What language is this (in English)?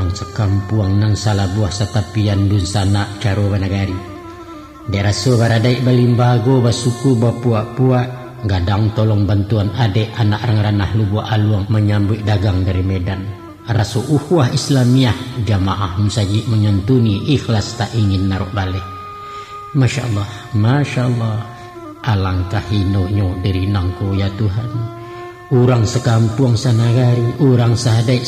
Minangkabau